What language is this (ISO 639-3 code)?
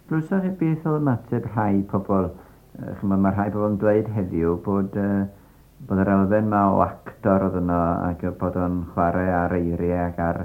cym